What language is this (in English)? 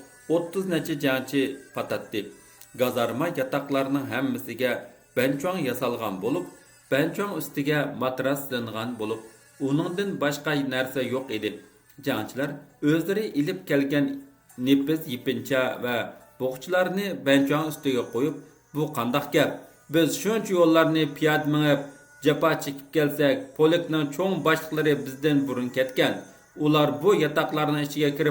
Uyghur